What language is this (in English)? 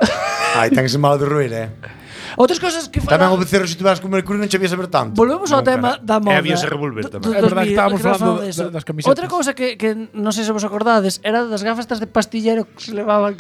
Galician